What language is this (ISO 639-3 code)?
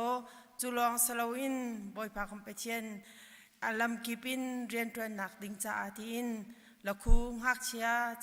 cnh